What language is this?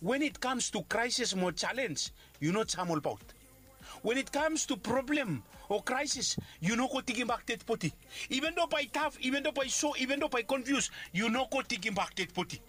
Bislama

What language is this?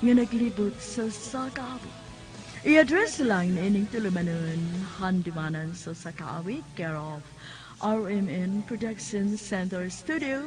Cebuano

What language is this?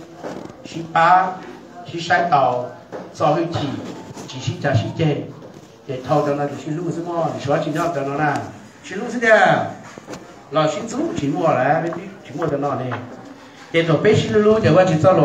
Hmong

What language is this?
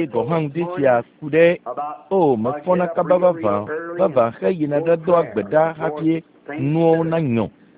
Ewe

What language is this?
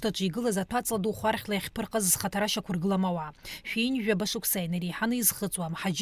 Abkhazian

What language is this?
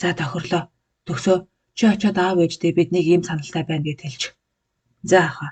Mongolian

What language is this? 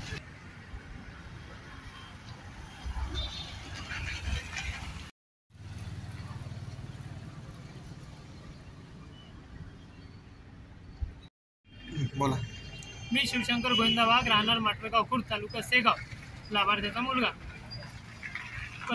Marathi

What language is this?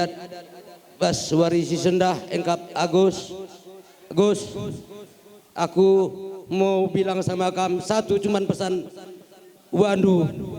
Batak Karo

